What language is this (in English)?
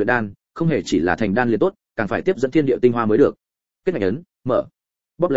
Vietnamese